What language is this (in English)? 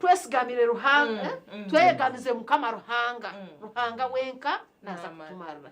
Nyankole